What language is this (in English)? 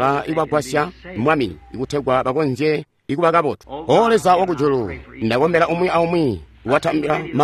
Tonga (Zambia)